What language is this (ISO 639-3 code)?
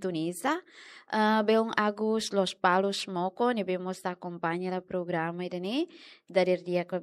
tet